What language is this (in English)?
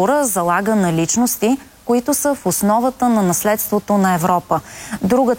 Bulgarian